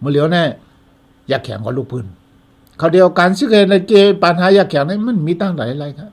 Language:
Shan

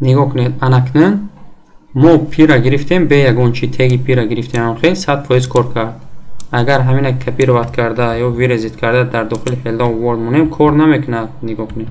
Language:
Tajik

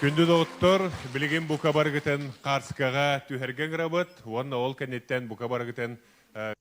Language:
Yakut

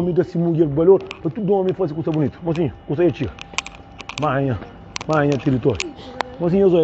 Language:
Kabuverdianu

